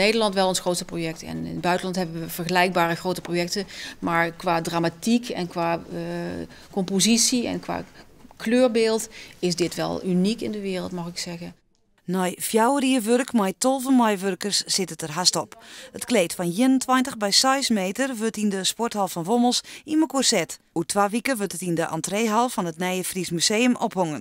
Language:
Western Frisian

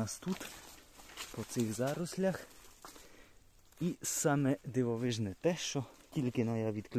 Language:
Ukrainian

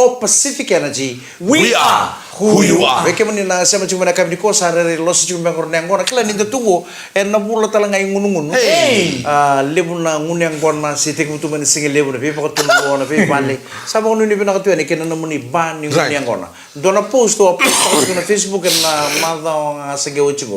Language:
Fijian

